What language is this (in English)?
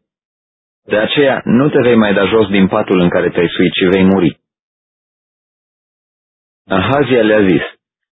Romanian